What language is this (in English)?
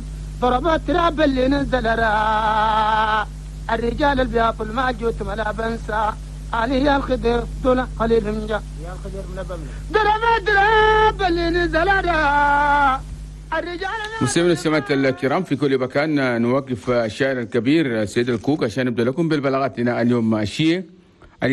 Chadian Arabic